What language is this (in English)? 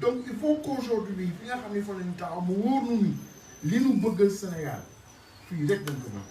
Wolof